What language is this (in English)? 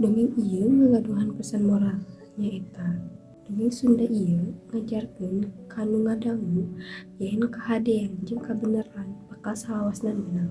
Sundanese